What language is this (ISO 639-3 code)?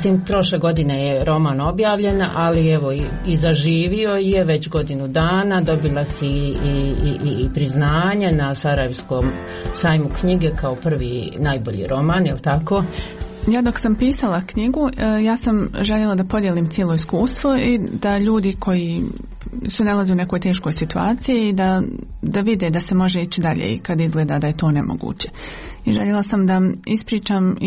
bos